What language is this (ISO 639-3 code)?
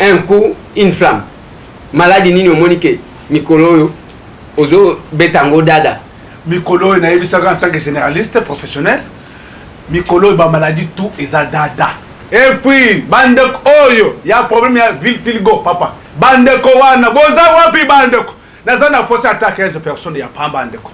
lin